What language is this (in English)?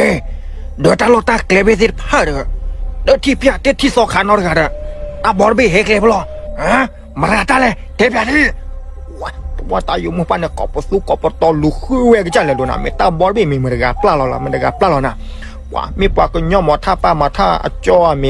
S'gaw Karen